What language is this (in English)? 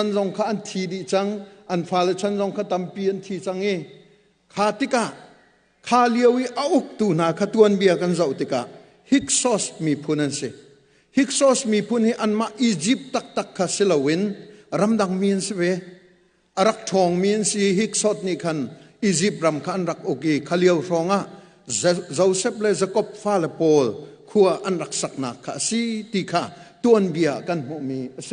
Hakha Chin